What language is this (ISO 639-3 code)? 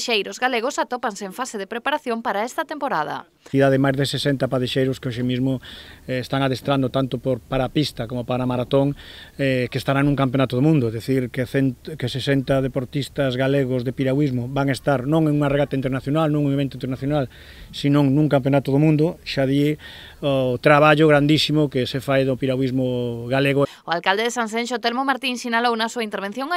glg